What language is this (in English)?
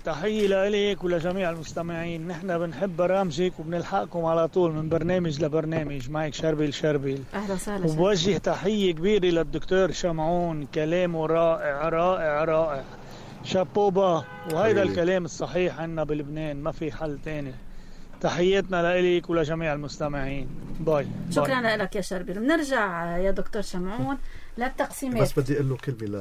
North Levantine Arabic